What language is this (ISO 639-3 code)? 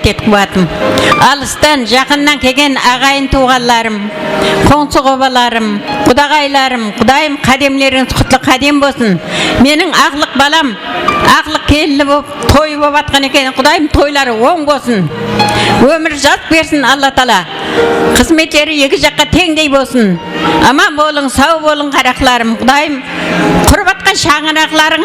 kaa